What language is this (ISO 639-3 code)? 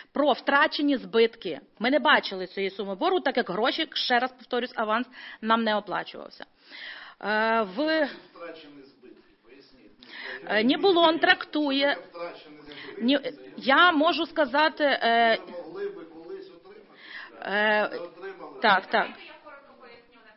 ukr